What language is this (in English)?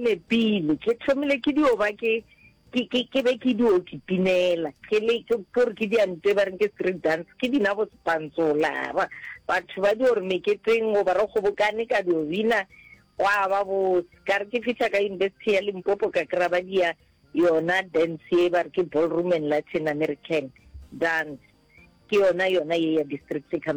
Northern Sotho